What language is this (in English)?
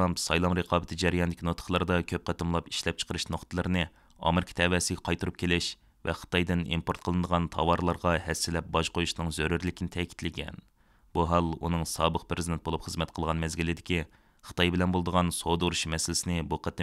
Uyghur